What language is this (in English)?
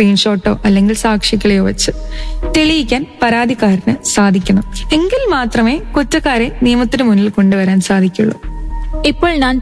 Malayalam